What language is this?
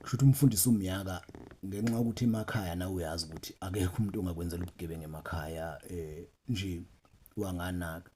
Zulu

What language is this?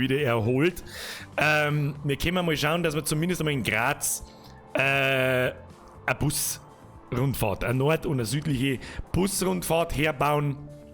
Bavarian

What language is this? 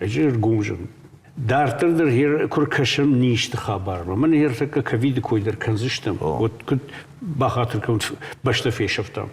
Ossetic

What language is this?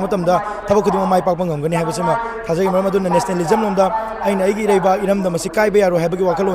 Manipuri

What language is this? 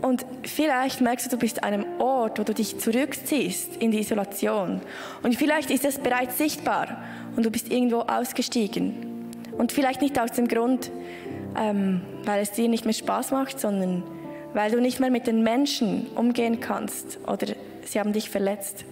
Swiss German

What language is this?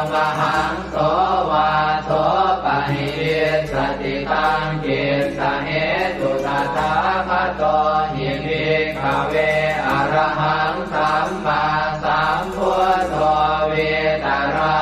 Pali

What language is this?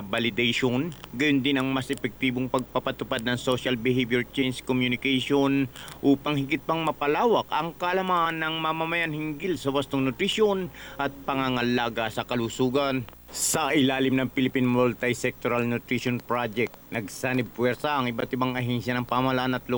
Filipino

